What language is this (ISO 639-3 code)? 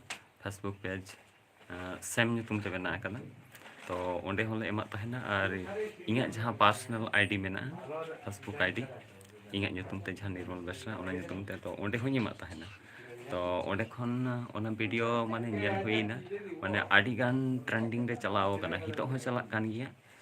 sat